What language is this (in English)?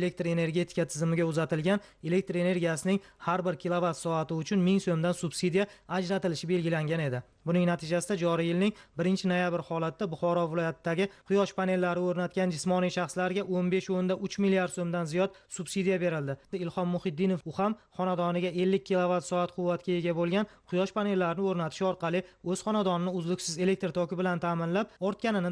Uzbek